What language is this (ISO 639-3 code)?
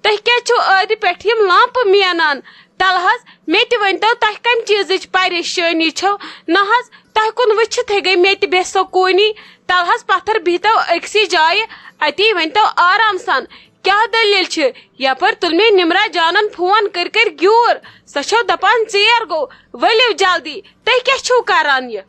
kas